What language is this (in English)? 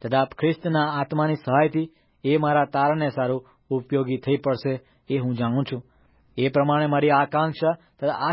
Gujarati